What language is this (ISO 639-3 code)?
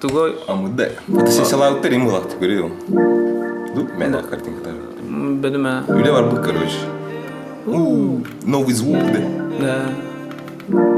sah